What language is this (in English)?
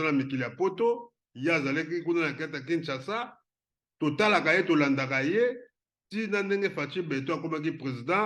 Lingala